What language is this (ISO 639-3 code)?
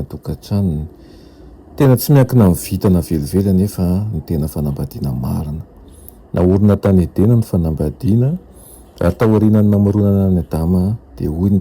mlg